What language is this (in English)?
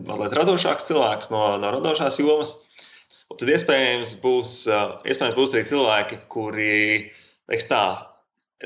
Latvian